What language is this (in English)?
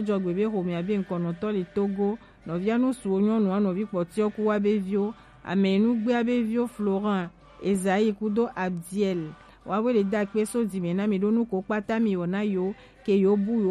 Gen